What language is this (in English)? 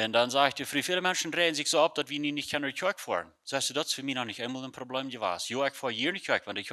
Plautdietsch